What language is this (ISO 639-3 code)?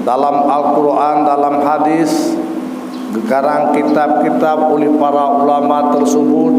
ace